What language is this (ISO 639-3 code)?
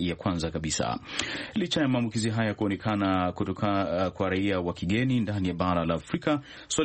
swa